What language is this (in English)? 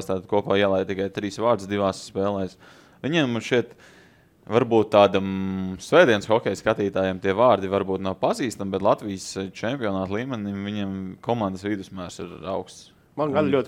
Latvian